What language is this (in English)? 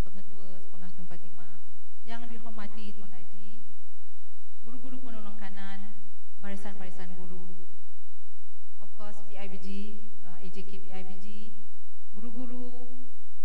Malay